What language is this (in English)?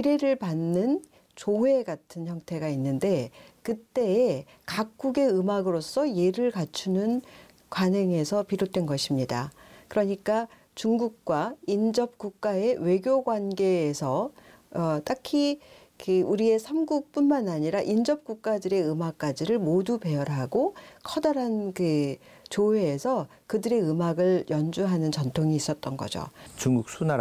Korean